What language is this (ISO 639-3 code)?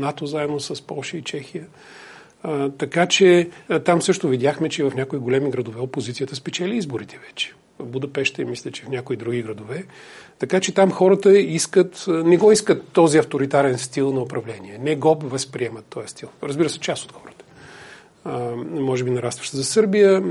bul